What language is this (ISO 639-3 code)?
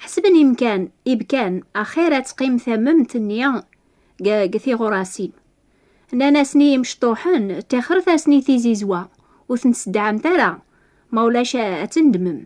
kab